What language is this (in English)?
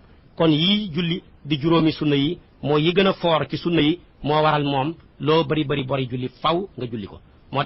Wolof